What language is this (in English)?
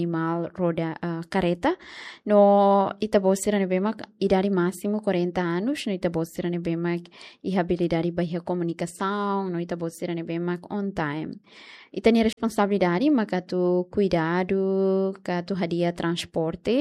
Tetum